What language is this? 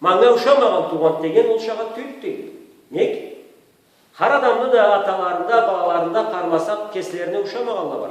Karachay-Balkar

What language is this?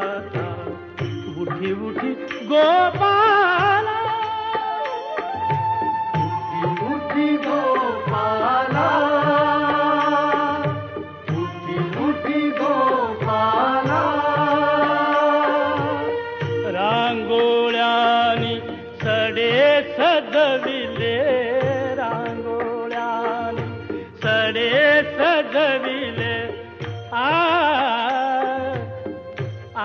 Marathi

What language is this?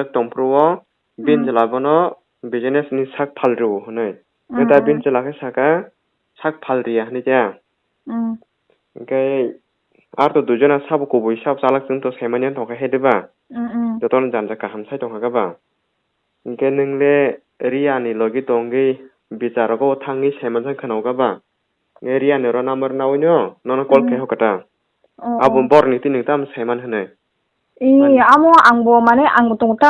Kok Borok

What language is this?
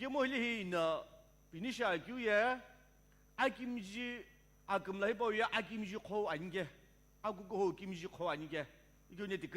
Sumi Naga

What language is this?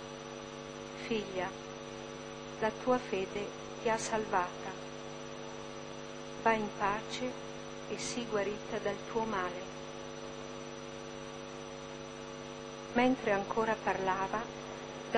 Italian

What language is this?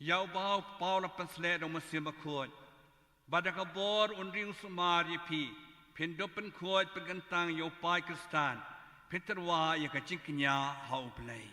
Khasi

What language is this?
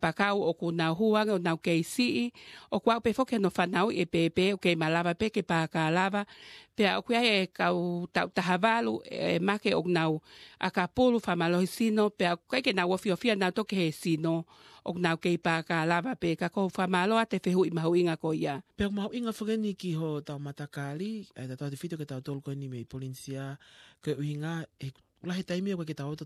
Tongan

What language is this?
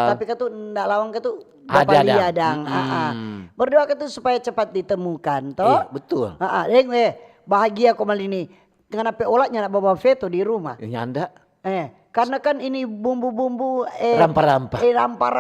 Manado Malay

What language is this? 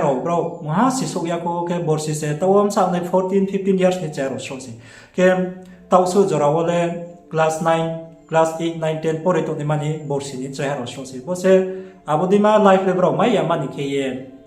Riang (India)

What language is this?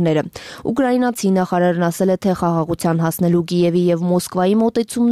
Armenian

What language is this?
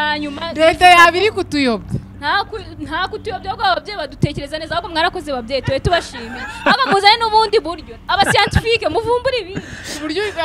Kinyarwanda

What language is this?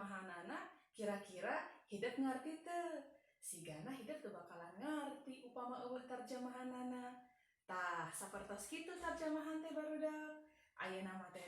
Sundanese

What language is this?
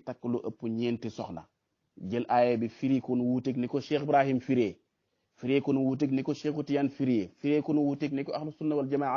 Wolof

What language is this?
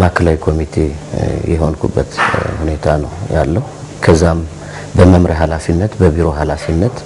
Amharic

